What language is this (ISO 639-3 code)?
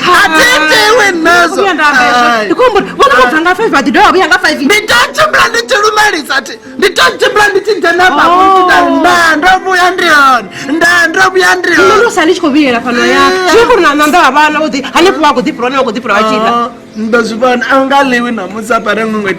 ven